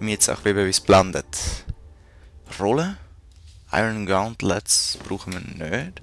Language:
Swiss German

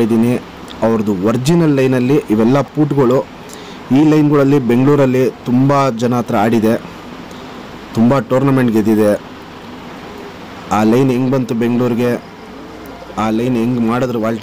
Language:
Kannada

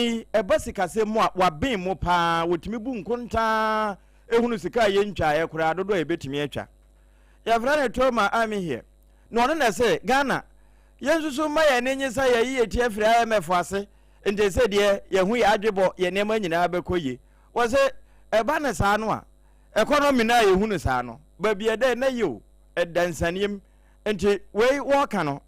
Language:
Akan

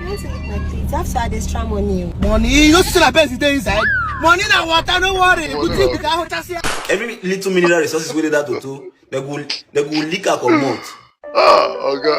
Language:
Nigerian Pidgin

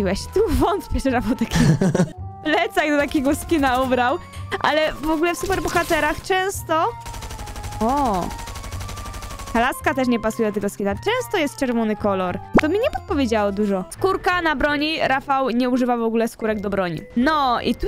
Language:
Polish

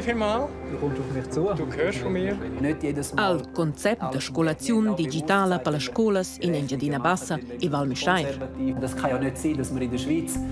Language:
Romansh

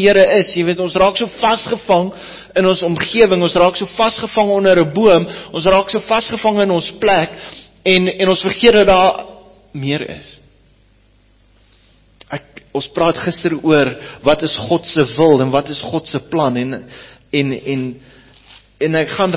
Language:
Afrikaans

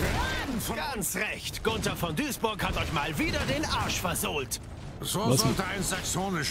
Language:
German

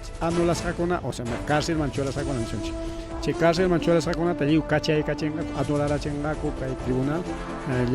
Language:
Ayacucho Quechua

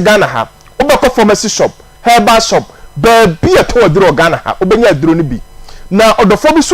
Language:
Akan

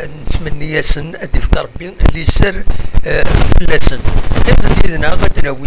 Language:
Kabyle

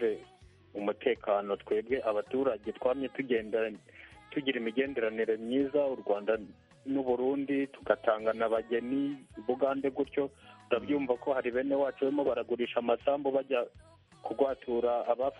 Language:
Kinyarwanda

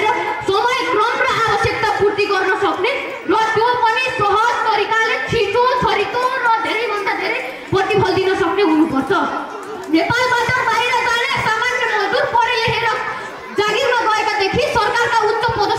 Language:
Nepali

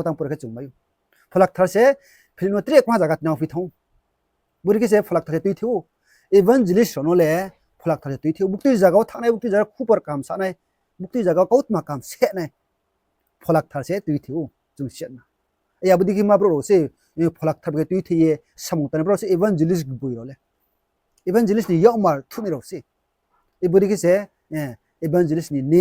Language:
Riang (India)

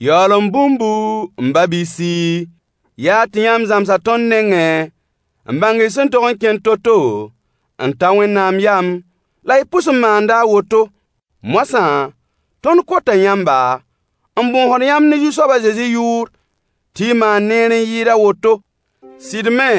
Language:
Mossi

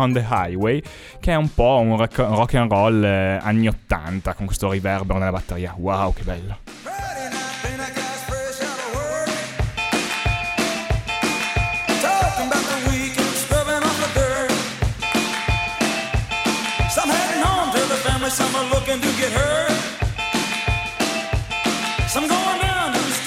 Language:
Italian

